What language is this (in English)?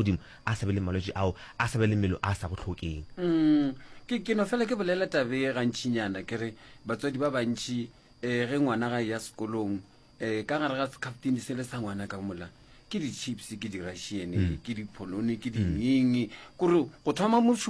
Northern Sotho